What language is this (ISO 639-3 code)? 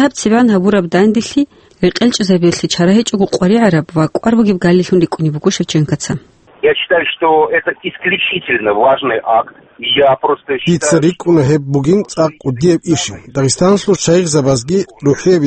ava